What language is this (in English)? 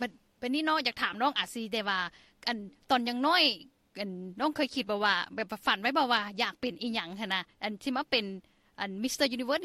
Lao